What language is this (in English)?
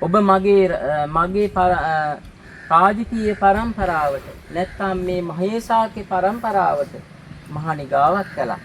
Sinhala